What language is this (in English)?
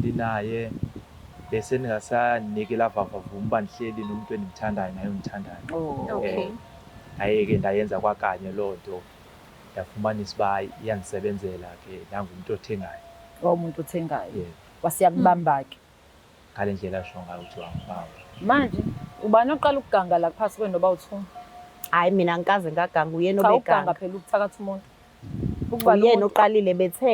Zulu